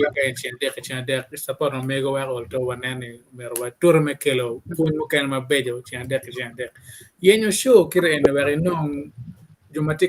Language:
Acoli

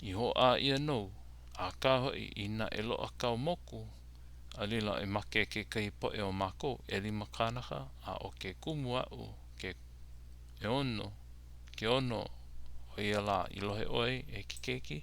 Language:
Hawaiian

